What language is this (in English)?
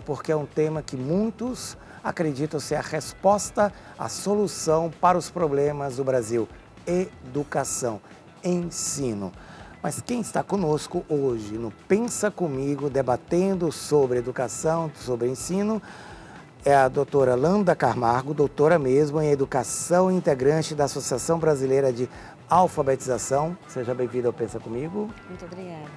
Portuguese